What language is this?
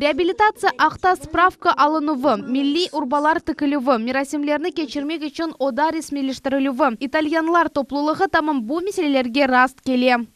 Crimean Tatar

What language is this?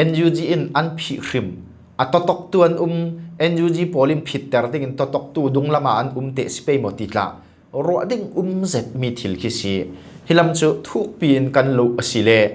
Falam Chin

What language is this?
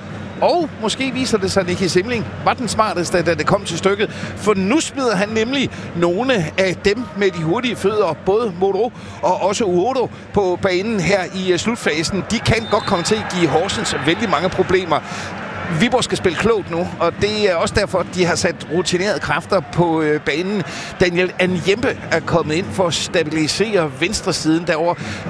Danish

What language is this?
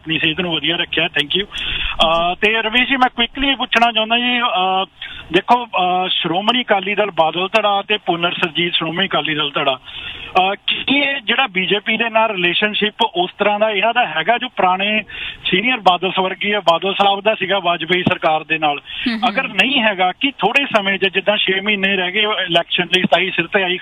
Punjabi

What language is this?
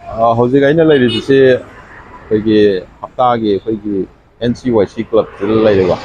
Manipuri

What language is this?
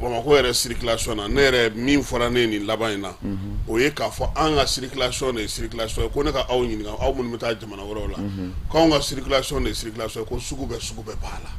Bambara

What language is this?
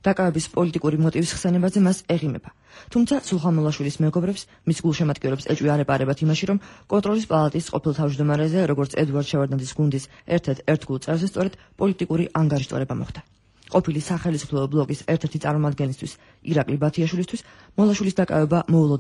Georgian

